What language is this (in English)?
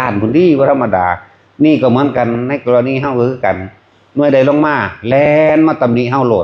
Lao